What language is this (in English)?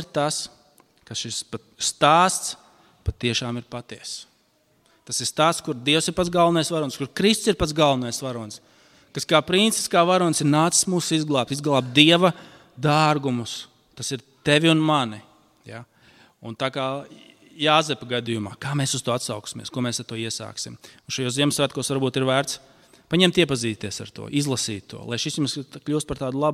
Latvian